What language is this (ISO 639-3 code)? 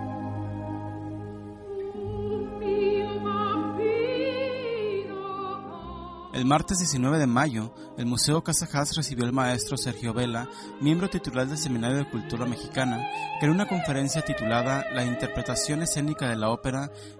spa